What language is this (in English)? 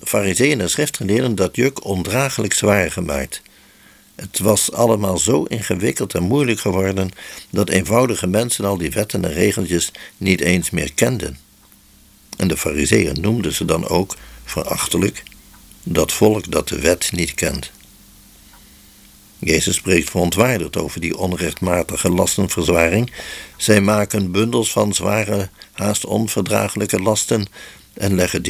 Dutch